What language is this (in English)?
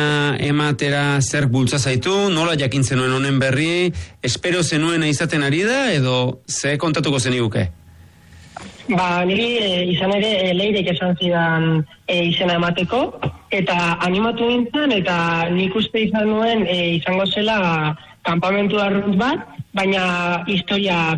Basque